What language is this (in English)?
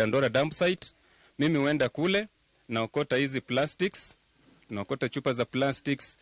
Luo (Kenya and Tanzania)